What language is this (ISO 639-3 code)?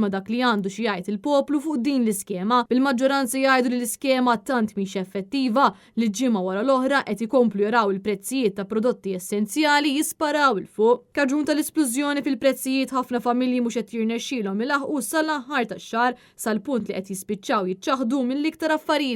mlt